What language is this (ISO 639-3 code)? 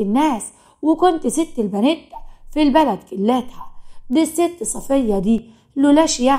arz